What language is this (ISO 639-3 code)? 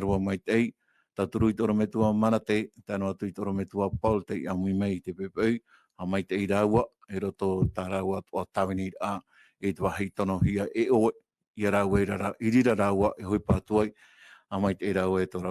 tah